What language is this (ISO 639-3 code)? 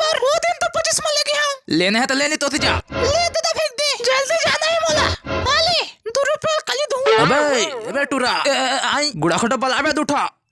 hne